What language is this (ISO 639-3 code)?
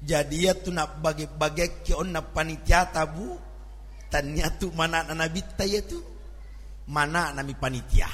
bug